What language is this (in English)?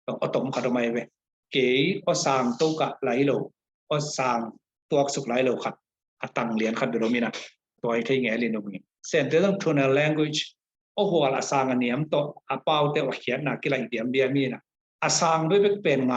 Tedim Chin